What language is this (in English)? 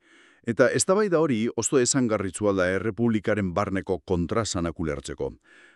Basque